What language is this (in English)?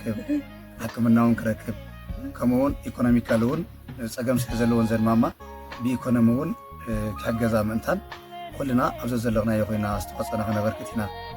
Tigrinya